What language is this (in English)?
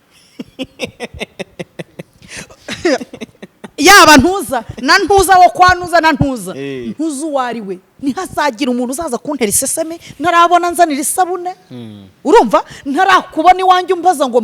Kinyarwanda